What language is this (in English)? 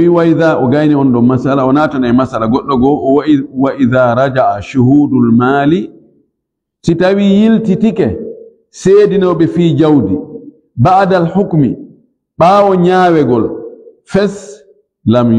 Fula